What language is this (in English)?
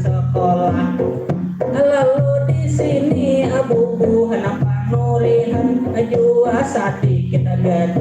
Banjar